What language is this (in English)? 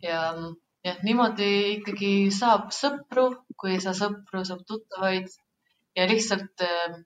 Estonian